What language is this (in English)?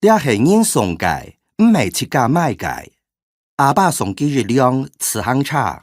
Hakka Chinese